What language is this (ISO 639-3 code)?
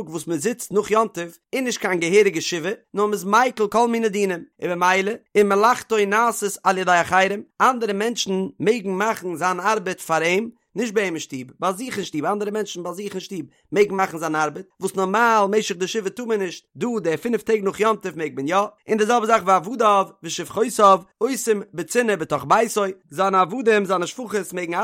yid